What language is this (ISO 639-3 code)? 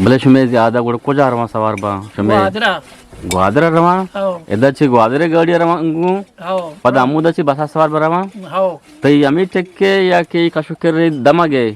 bgp